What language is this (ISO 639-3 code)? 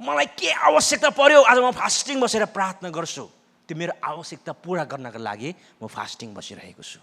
nep